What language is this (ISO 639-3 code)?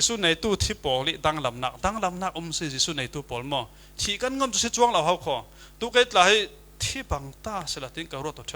cfm